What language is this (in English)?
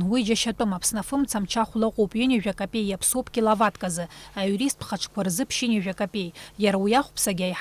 Abkhazian